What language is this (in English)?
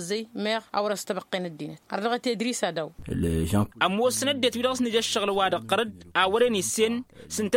Tamasheq